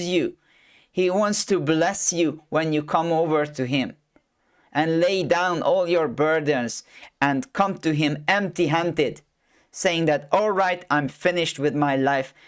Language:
English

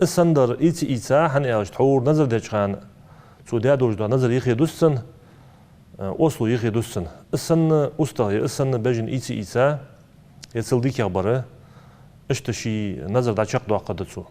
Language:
Ingush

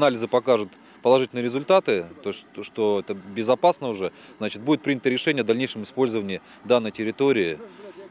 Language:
Russian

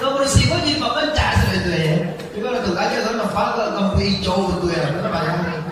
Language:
Minangkabau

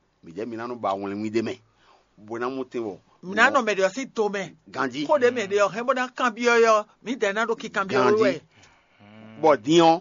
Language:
Fon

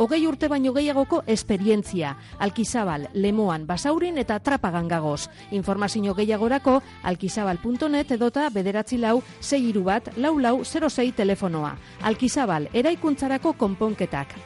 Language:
Basque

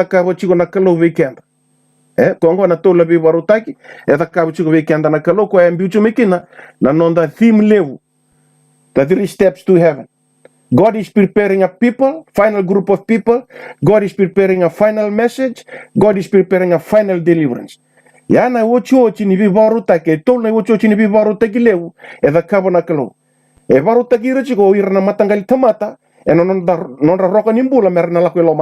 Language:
Fijian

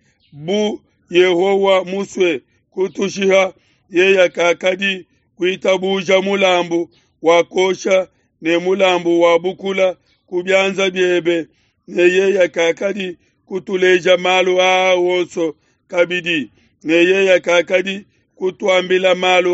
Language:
Luba-Lulua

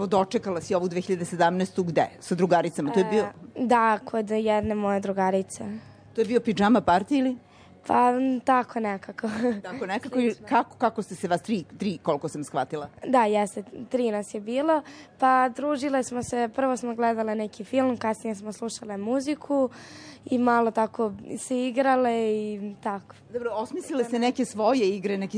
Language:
Serbian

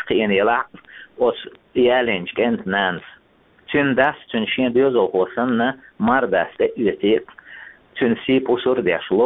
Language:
Chechen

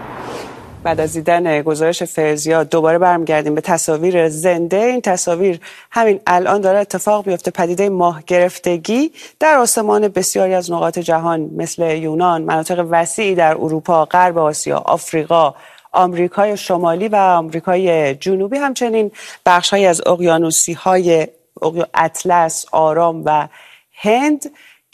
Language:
Persian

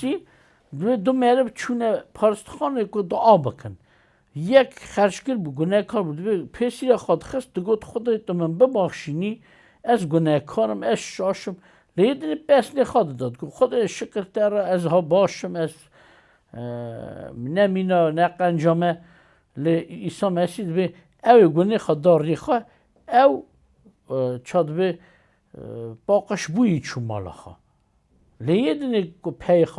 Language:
Kurdish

